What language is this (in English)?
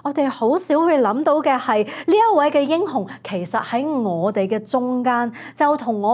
Cantonese